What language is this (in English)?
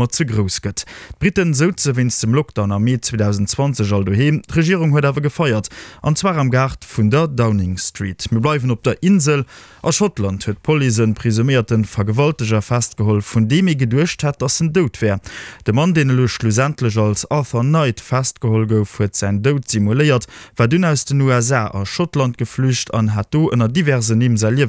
Luxembourgish